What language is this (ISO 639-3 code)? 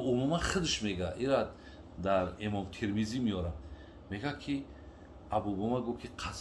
tgk